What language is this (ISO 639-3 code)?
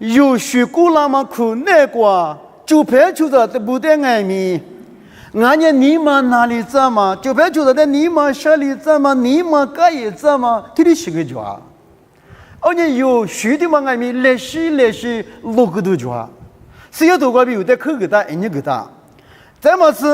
lis